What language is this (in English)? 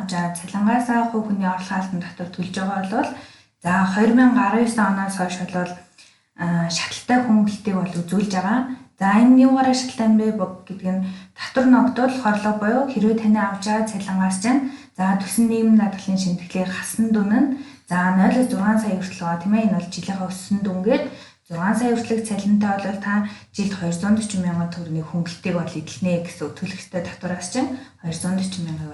Mongolian